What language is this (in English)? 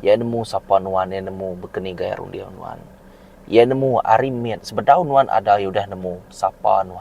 Iban